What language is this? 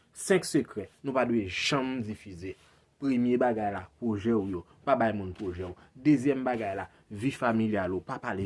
Haitian Creole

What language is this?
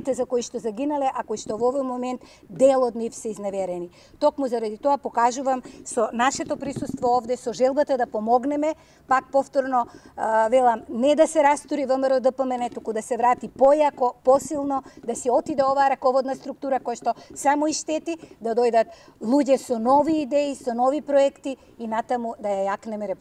Macedonian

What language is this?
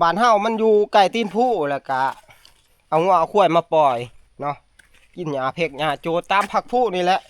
Northeastern Thai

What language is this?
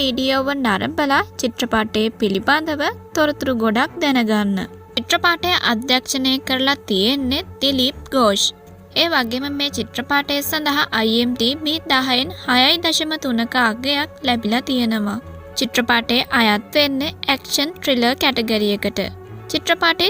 Sinhala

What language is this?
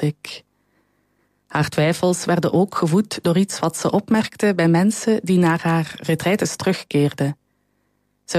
Dutch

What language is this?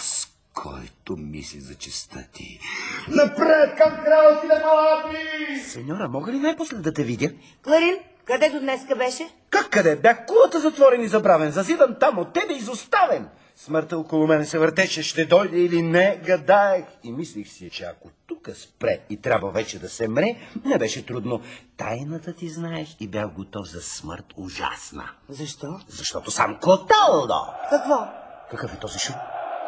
Bulgarian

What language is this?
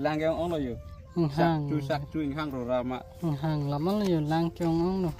Karbi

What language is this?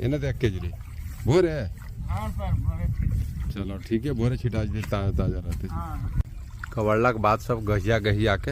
Magahi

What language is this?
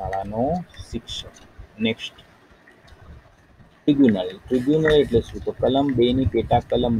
Gujarati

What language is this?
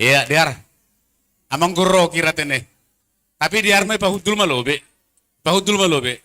Batak Simalungun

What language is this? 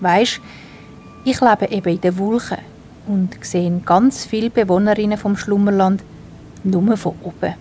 Swiss German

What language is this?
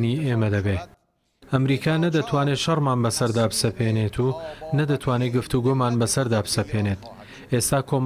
Central Kurdish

